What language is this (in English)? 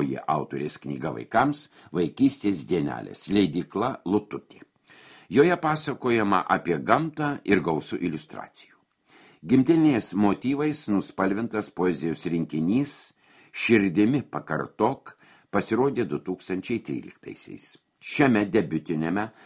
Lithuanian